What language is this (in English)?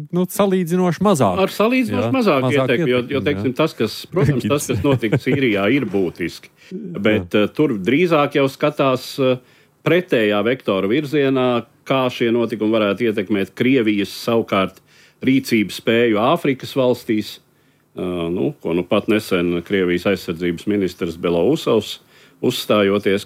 Latvian